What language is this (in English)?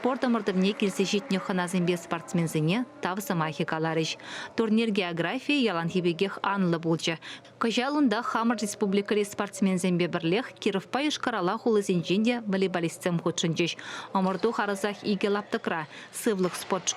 Chuvash